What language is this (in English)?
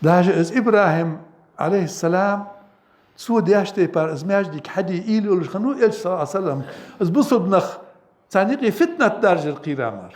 Ingush